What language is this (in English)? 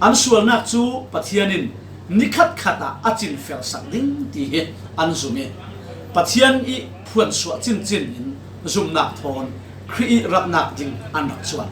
Falam Chin